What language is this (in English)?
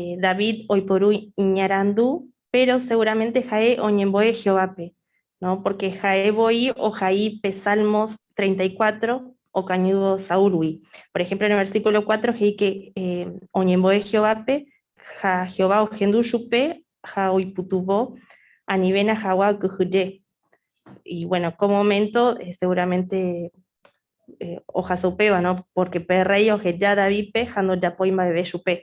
Guarani